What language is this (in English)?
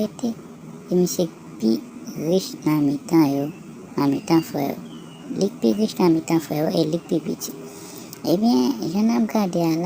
Haitian Creole